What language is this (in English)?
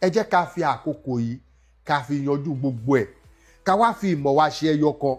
Yoruba